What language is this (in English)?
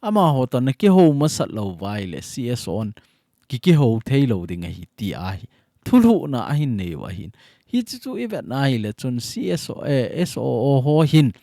Thado Chin